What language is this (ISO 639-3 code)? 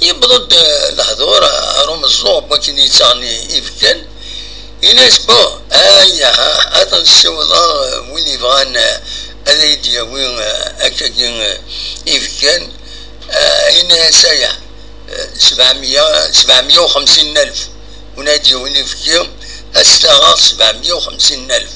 kab